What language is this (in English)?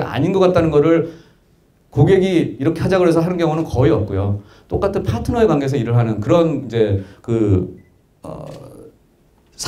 Korean